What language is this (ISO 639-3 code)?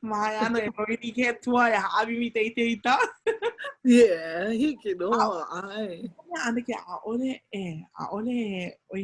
haw